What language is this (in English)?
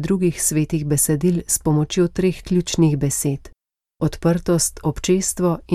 Slovenian